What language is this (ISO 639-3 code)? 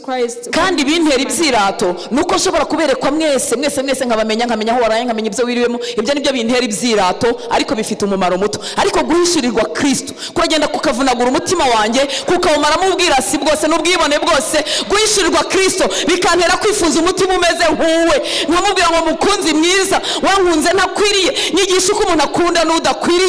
kin